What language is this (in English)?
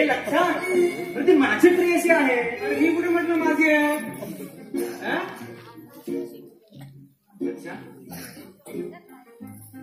Marathi